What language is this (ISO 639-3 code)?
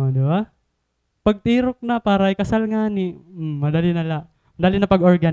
war